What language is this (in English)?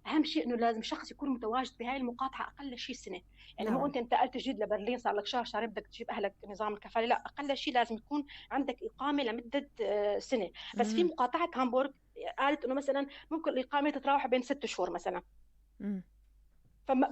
North Levantine Arabic